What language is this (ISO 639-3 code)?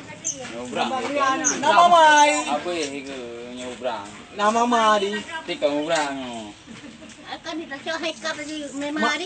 ace